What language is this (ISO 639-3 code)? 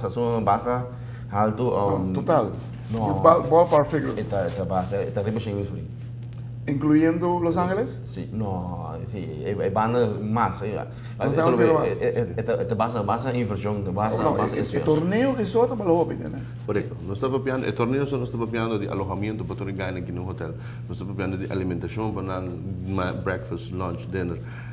pap